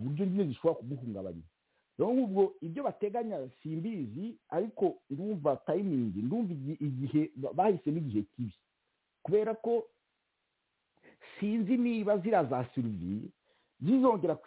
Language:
Kinyarwanda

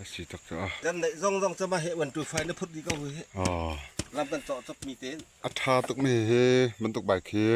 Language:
Falam Chin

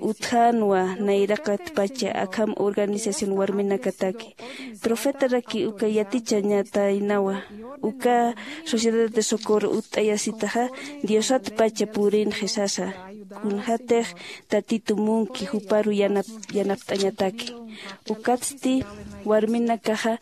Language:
Aymara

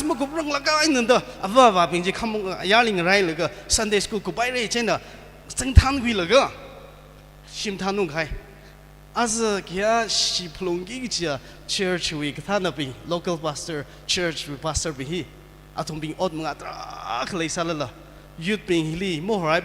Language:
Tangkhul Naga (India)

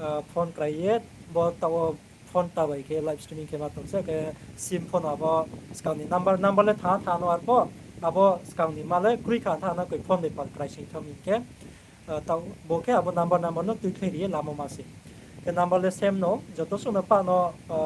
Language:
Riang (India)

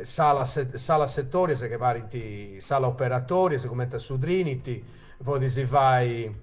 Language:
Sardinian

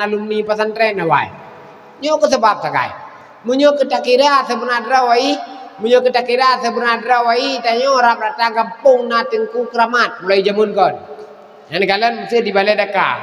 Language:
Achinese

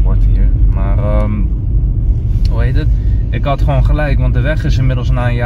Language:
Dutch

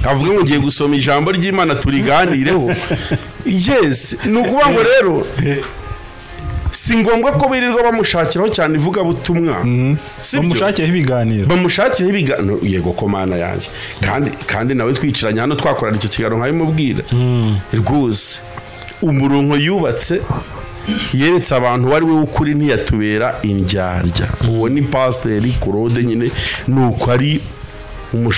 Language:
Kinyarwanda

